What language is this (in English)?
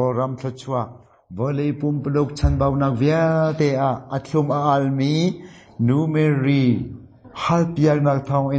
Hakha Chin